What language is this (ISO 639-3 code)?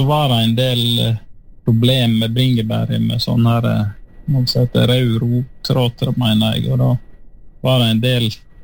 nor